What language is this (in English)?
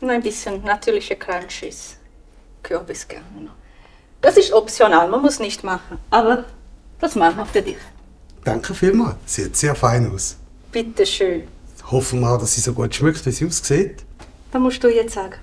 Swiss German